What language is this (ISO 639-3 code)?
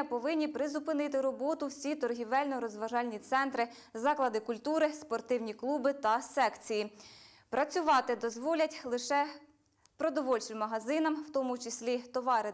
ukr